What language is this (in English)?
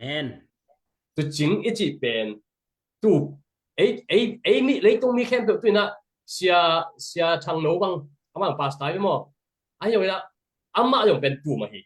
Tedim Chin